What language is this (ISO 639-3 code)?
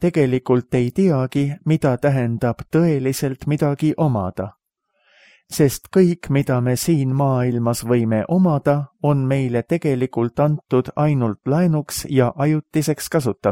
est